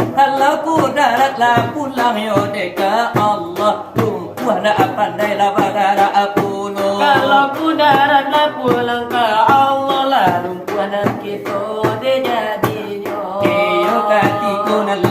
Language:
Minangkabau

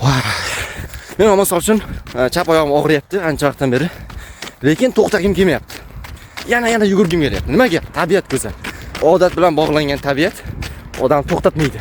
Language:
Uzbek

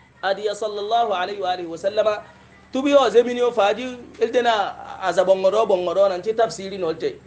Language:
Hausa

